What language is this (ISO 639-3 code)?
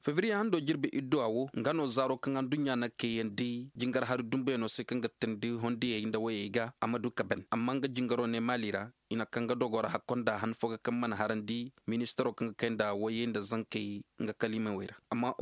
ses